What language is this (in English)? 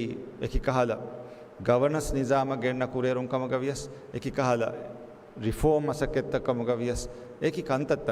Divehi